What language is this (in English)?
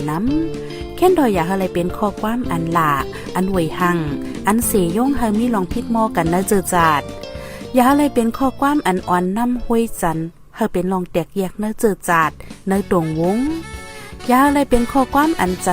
Shan